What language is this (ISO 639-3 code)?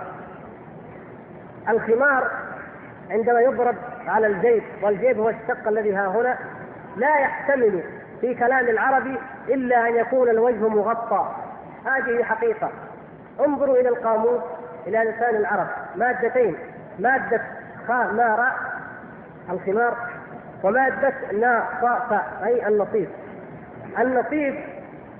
ara